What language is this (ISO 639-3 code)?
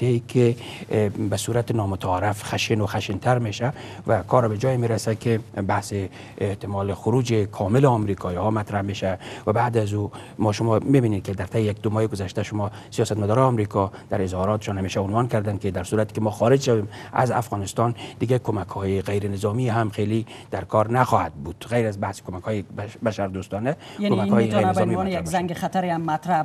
fas